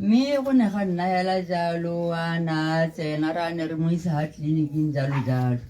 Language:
Tswana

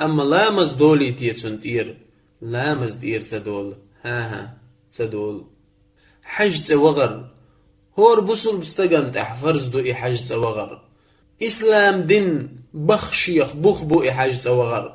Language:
Chechen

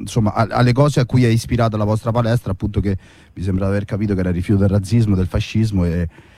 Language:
Italian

